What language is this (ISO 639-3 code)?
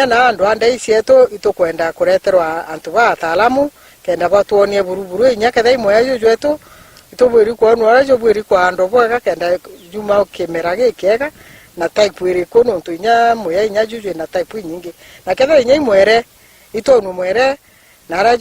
mer